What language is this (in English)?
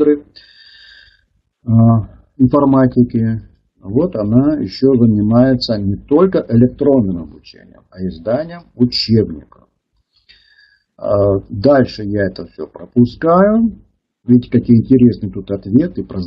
Russian